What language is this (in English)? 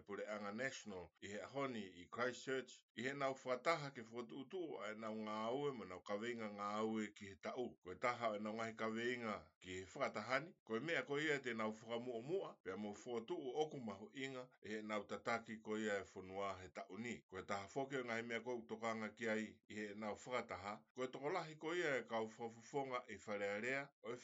Tongan